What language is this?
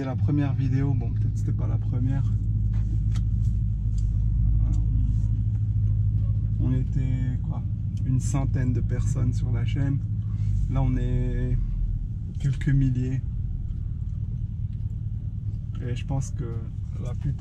French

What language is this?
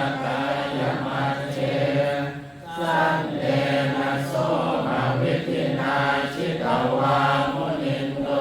Pali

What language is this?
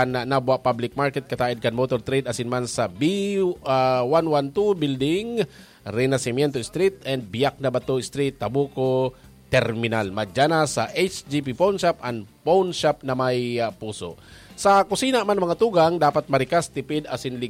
Bikol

